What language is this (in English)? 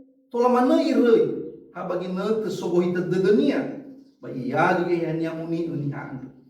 Nias